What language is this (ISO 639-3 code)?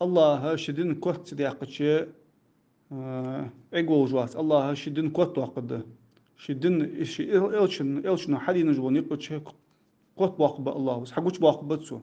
inh